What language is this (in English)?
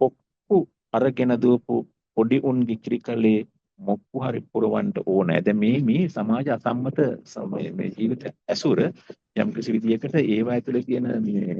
Sinhala